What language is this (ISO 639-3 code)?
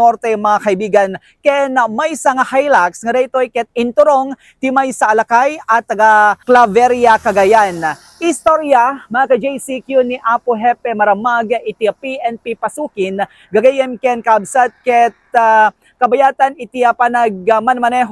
ilo